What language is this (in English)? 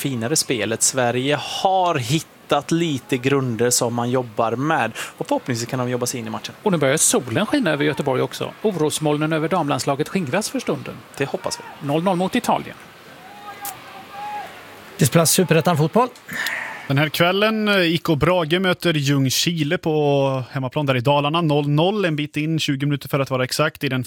Swedish